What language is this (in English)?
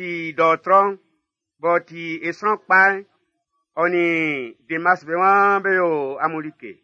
Baoulé